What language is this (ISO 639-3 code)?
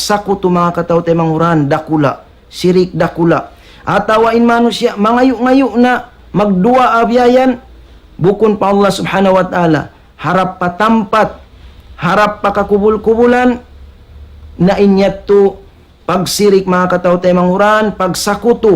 tsg